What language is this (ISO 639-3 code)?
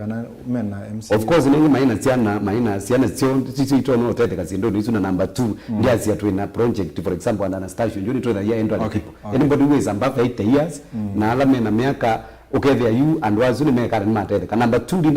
kam